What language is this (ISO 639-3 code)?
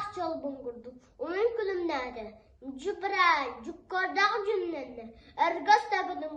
sah